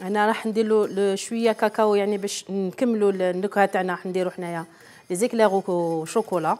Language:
Algerian Arabic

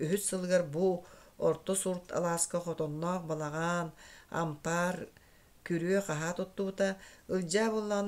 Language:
Yakut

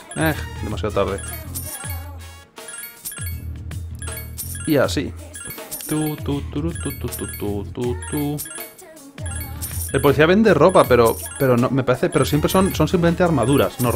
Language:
Spanish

